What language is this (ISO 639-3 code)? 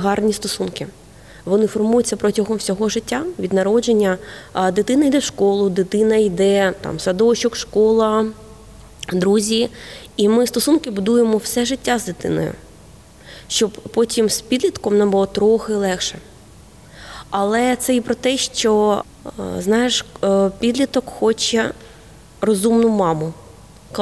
ukr